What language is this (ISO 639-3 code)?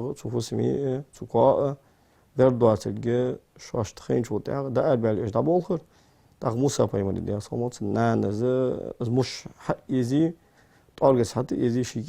inh